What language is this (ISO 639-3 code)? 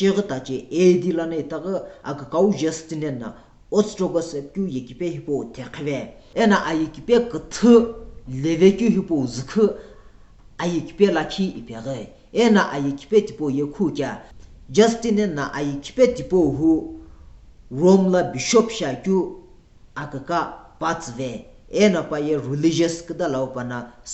nsm